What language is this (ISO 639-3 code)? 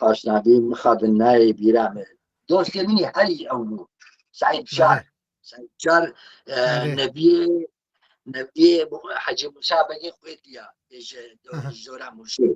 kur